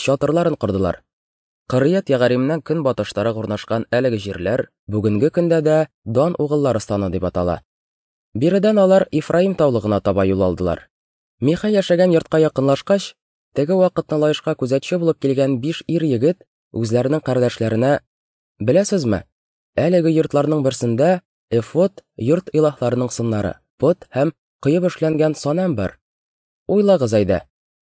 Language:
Tatar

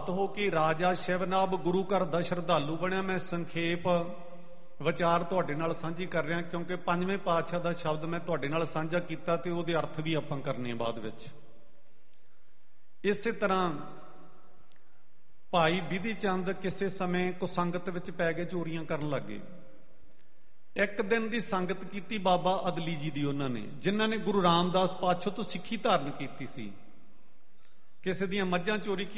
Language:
Punjabi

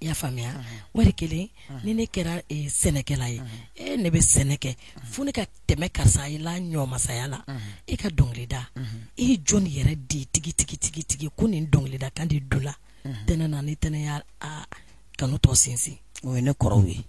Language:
Bambara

